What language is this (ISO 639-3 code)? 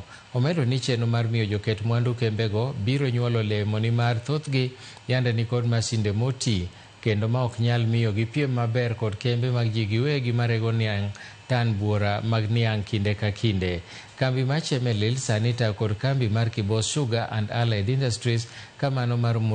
luo